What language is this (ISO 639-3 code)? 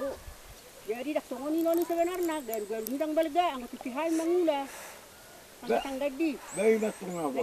bbc